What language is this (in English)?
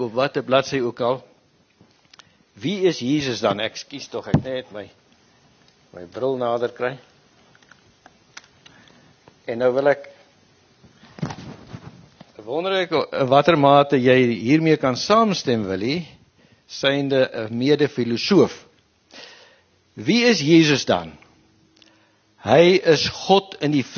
Afrikaans